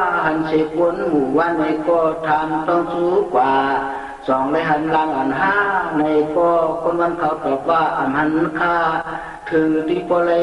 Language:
Shan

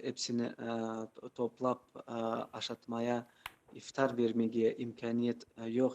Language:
Crimean Tatar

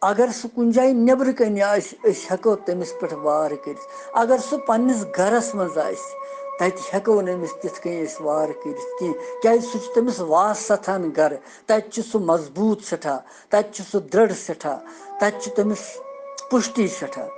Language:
Kashmiri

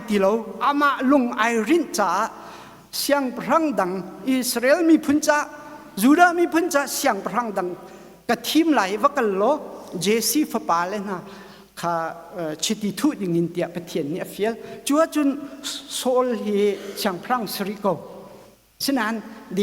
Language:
Hakha Chin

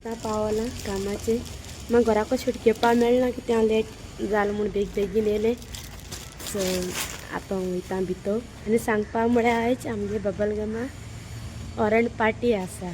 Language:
Konkani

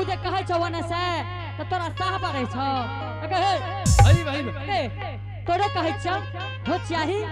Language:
Angika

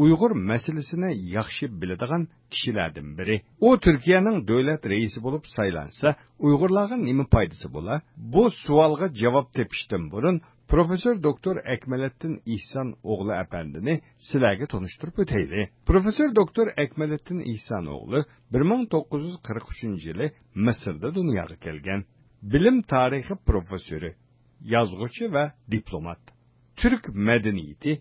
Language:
Uyghur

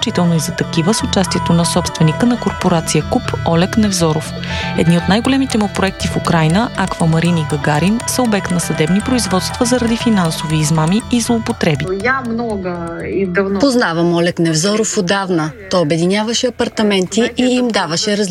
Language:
Bulgarian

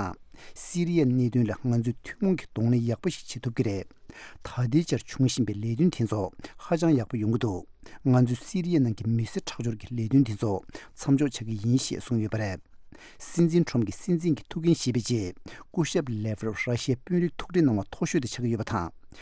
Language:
Tibetan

